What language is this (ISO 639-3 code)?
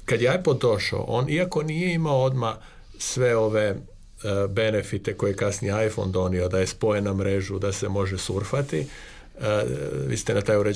hrv